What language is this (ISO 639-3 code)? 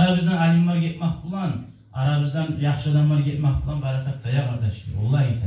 kum